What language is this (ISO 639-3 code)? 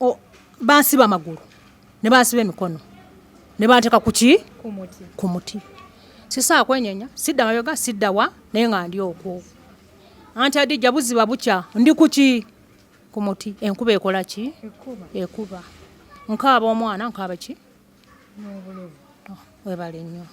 lug